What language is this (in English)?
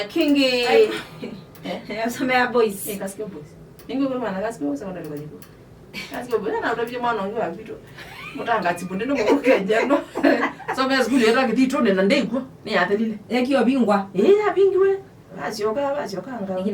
Kamba